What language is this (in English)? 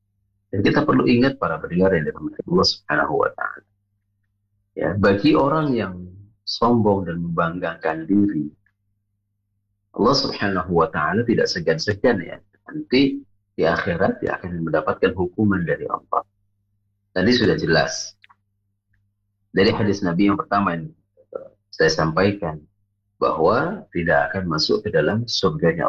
Indonesian